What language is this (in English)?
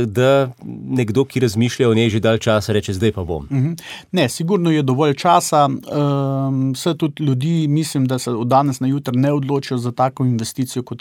Slovenian